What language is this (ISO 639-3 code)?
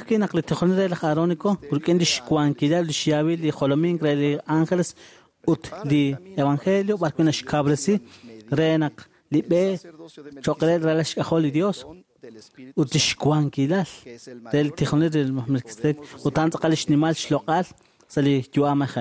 kek